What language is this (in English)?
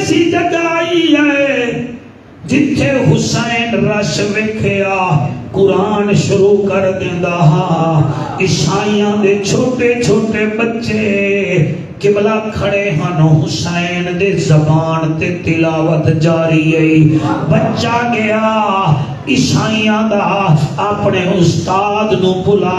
Saraiki